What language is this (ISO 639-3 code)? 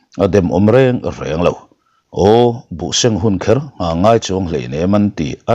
lus